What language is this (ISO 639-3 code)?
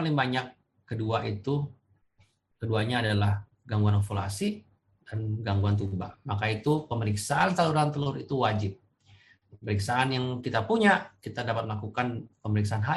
ind